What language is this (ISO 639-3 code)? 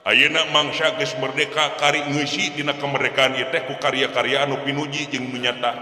sun